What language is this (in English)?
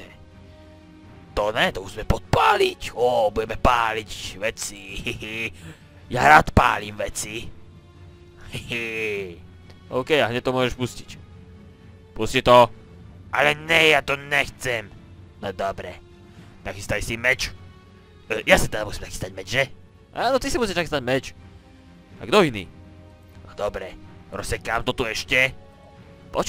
Slovak